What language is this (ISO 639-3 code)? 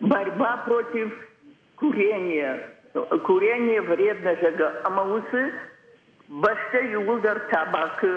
oss